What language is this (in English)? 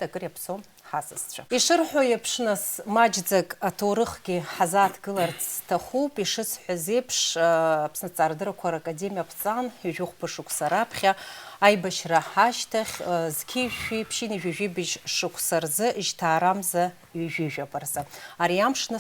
Abkhazian